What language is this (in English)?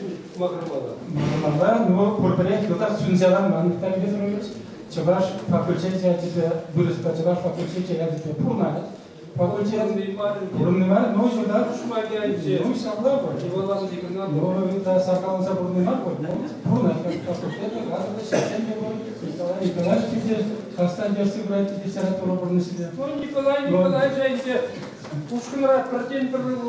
Chuvash